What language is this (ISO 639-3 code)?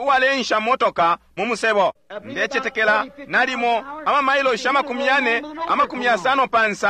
bem